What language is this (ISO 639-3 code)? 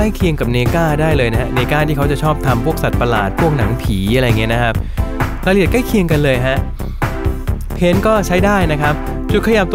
tha